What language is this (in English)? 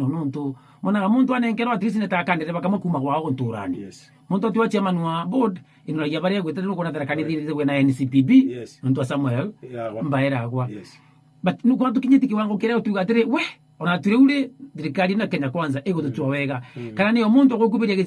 Meru